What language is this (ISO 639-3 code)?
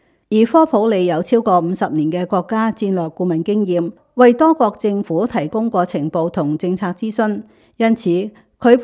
yue